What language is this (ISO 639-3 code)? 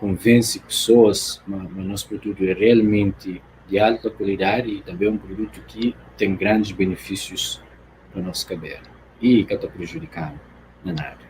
kea